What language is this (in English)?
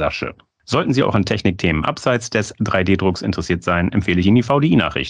German